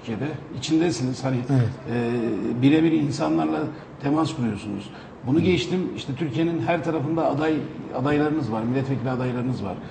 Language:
Turkish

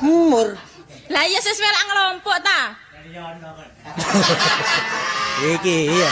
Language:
Javanese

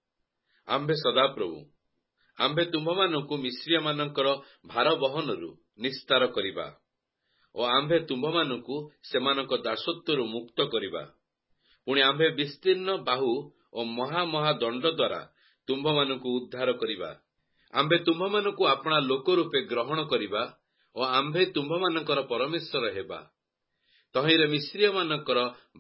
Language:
Odia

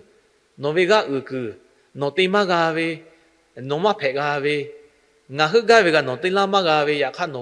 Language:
Lahu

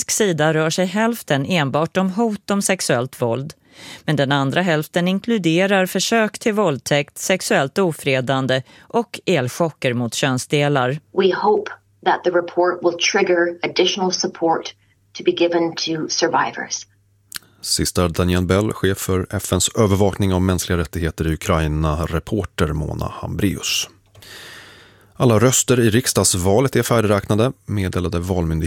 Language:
Swedish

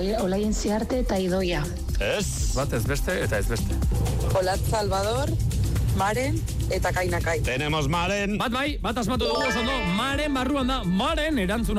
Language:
Basque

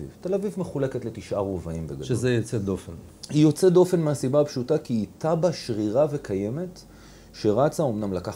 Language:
Hebrew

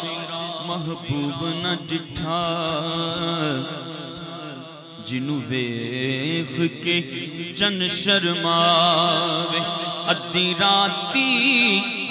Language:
Urdu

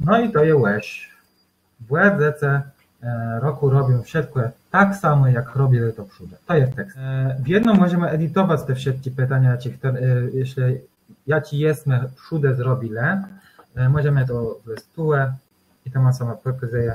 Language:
Kashubian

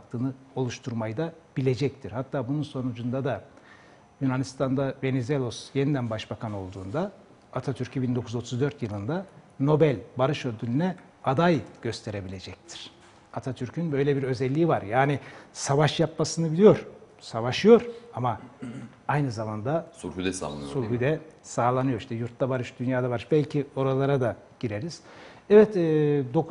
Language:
Turkish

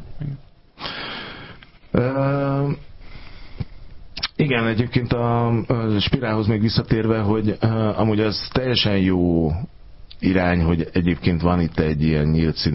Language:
Hungarian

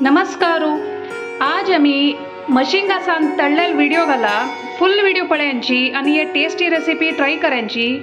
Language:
Konkani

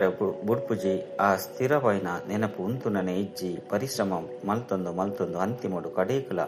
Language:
Tulu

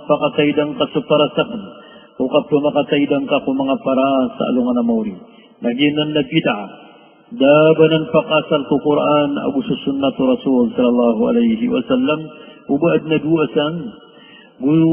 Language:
Maranao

